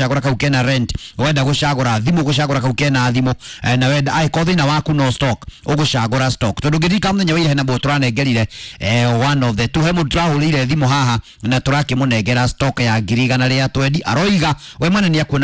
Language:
Kikuyu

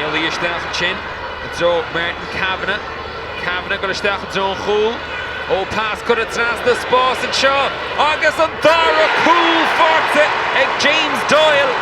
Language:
Irish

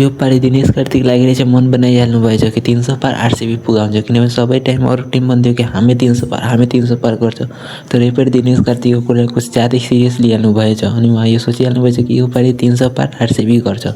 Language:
Nepali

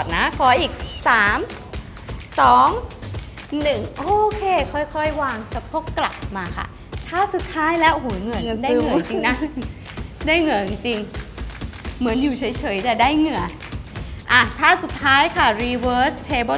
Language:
Thai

